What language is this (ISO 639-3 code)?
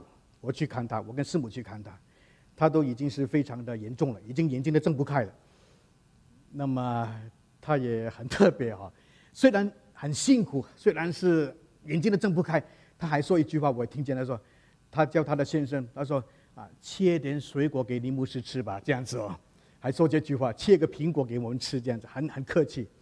zho